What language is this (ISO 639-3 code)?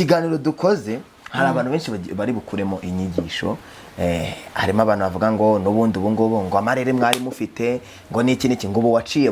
kin